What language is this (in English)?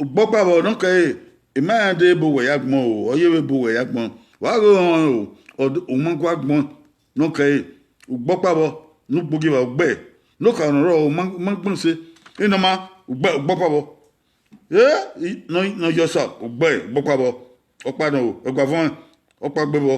Bini